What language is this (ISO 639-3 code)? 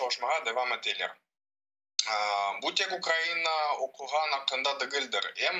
crh